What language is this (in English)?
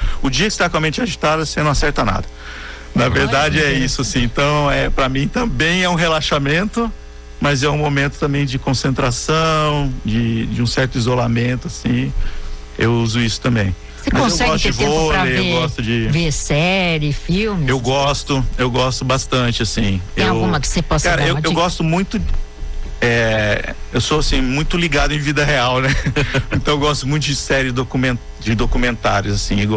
Portuguese